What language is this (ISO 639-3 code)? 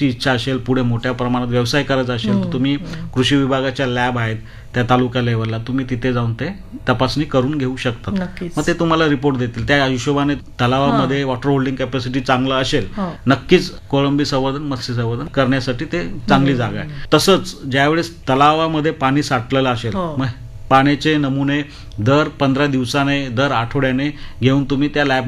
mar